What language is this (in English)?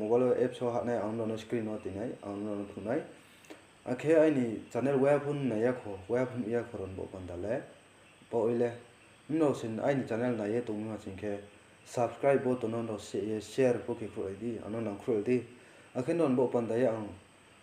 Riang (India)